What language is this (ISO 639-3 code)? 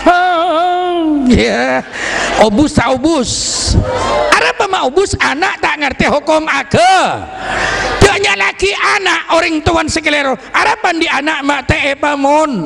mad